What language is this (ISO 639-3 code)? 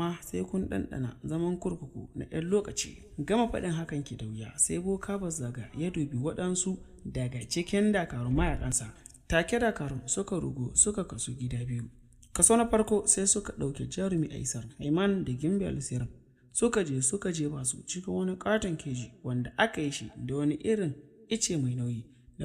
hau